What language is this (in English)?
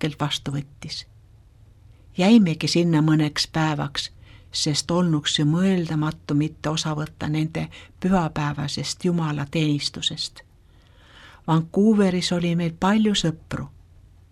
Estonian